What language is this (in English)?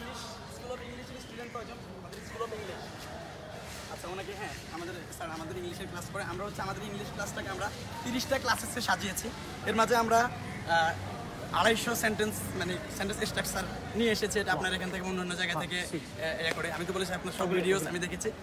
Bangla